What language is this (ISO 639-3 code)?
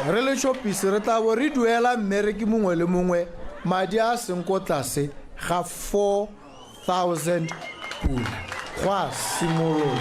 tsn